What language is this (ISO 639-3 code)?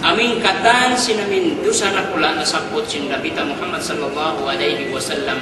yka